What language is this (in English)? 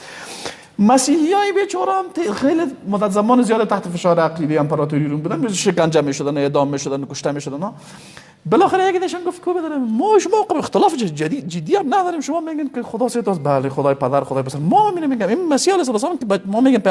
Persian